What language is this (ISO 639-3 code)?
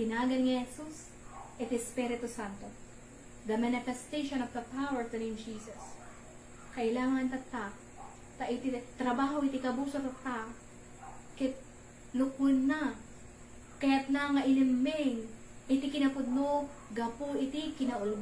ilo